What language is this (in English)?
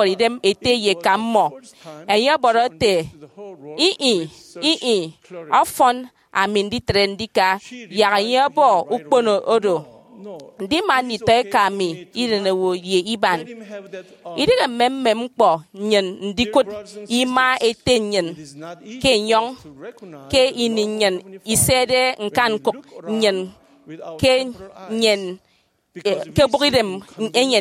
Efik